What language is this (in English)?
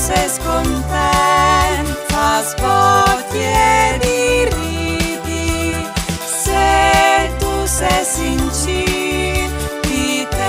Friulian